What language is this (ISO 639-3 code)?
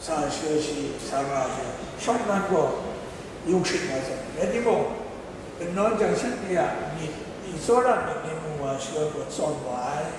kac